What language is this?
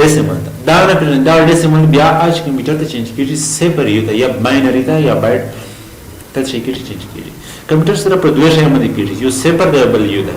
Pashto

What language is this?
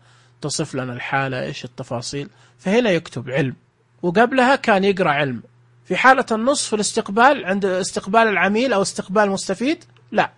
Najdi Arabic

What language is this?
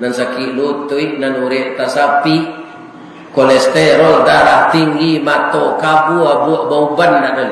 Minangkabau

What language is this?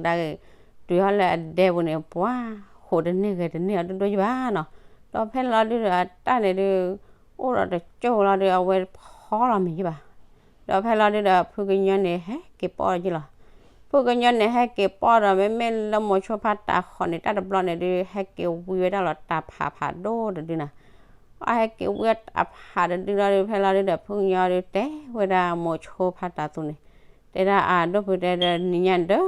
S'gaw Karen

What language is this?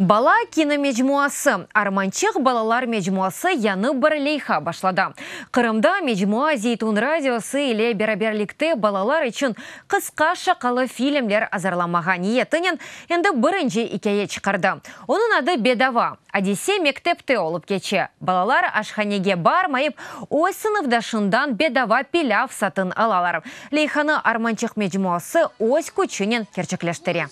Crimean Tatar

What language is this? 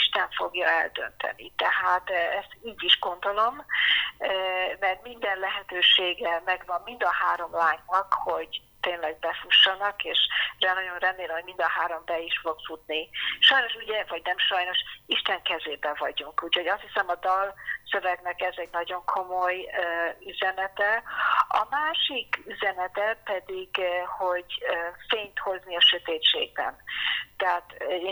Hungarian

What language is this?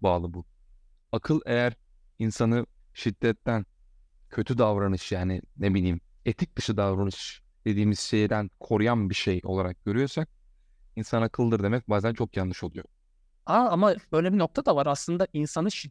Turkish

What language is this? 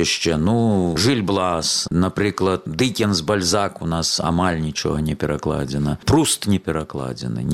Belarusian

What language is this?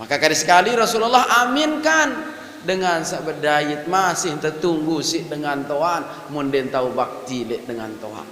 Sasak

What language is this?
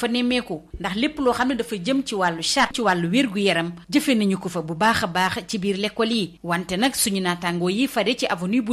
Wolof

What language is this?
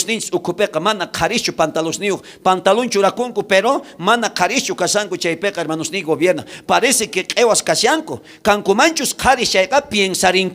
South Bolivian Quechua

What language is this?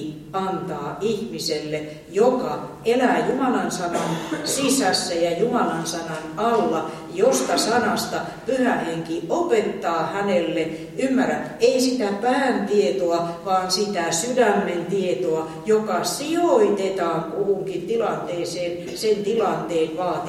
Finnish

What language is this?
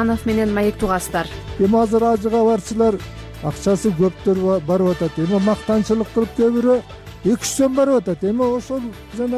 Kyrgyz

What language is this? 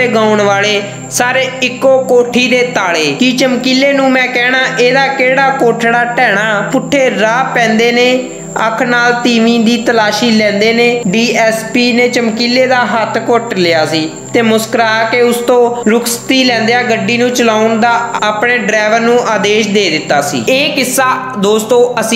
Punjabi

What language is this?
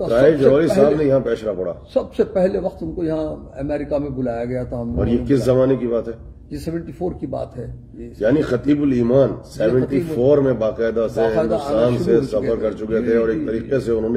Urdu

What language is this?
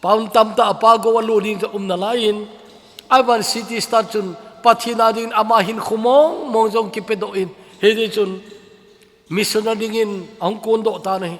Thado Chin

